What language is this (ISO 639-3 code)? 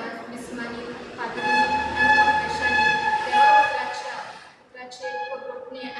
kok